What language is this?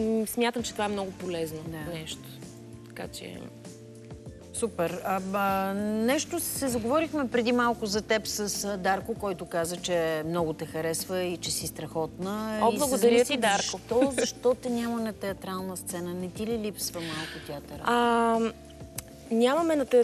Bulgarian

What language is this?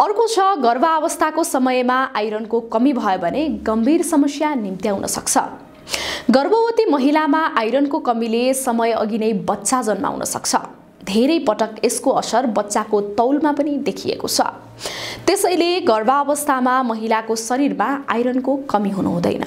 Nepali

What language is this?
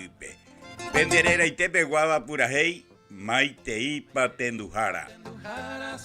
Guarani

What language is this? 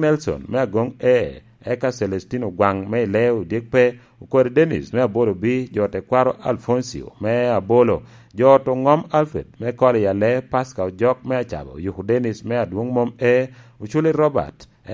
Lango (Uganda)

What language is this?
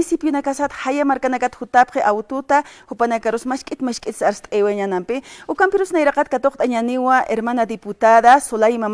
Aymara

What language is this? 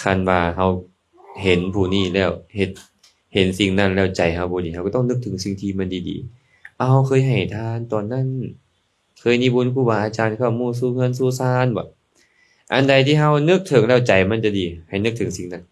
Lao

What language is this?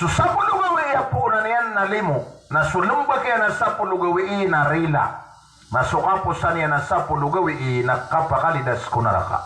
Maranao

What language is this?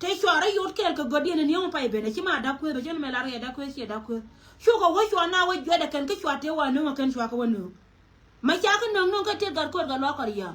Nuer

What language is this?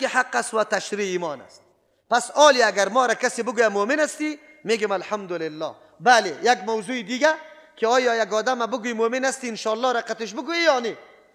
Persian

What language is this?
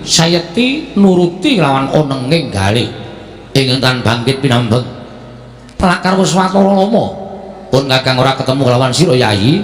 Javanese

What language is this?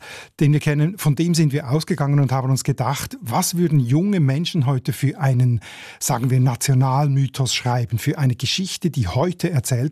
German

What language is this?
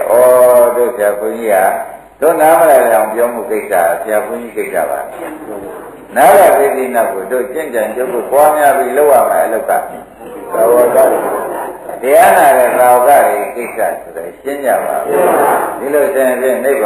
Burmese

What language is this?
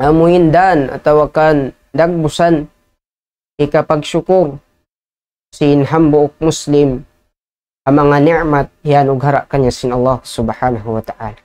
Tausug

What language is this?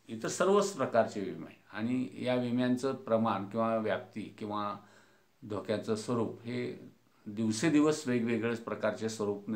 Marathi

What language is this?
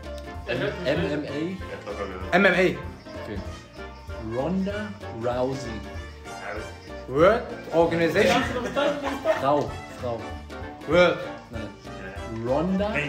German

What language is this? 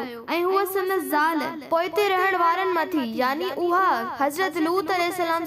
Sindhi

